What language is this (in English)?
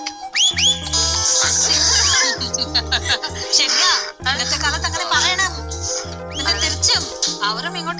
Malayalam